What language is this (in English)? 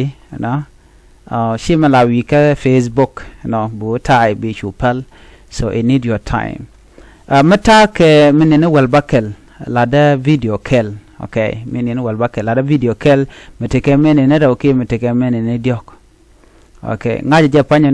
Nuer